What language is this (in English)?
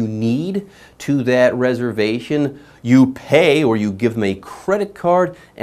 English